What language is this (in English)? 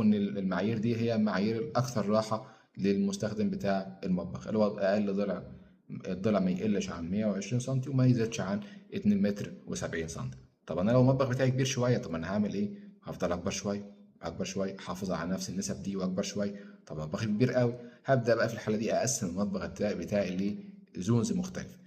Egyptian Arabic